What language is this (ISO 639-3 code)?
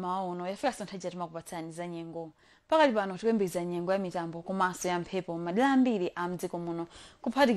nya